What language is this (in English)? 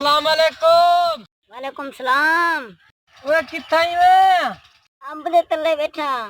Saraiki